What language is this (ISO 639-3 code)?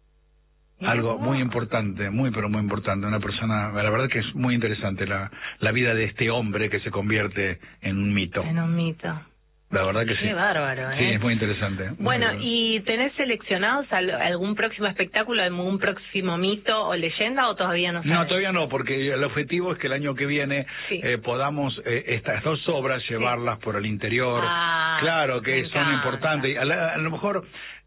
spa